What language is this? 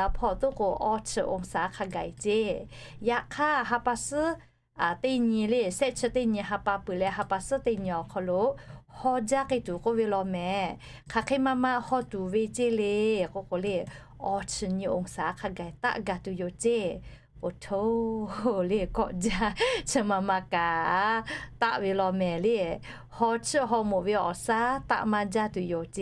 Lahu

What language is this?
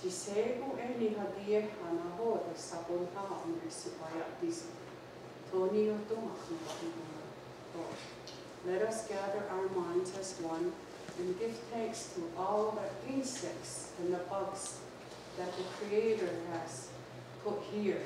Mohawk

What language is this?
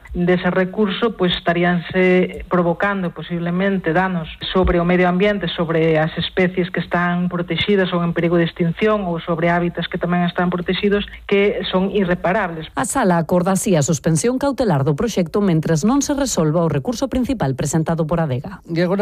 Galician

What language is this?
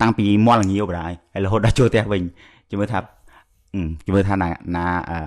Khmer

